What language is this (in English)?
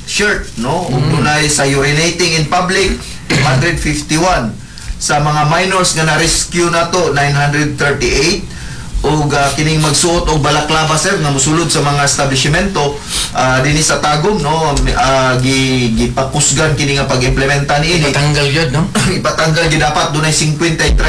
Cebuano